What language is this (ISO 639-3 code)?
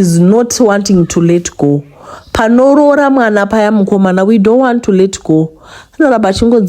sna